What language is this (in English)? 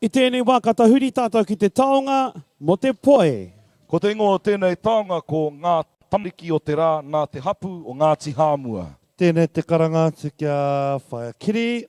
Māori